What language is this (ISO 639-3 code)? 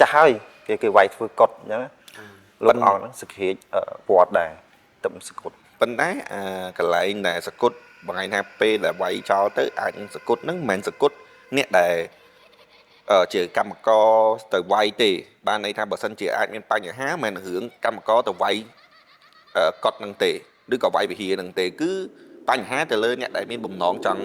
khm